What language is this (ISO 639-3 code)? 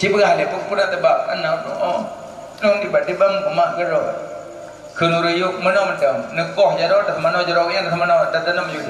ace